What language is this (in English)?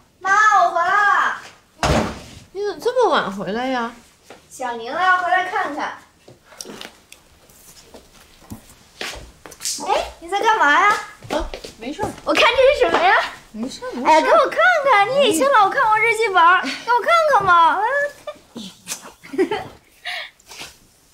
Chinese